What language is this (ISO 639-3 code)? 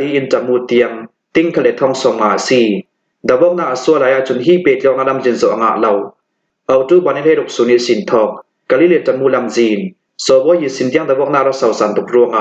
cfm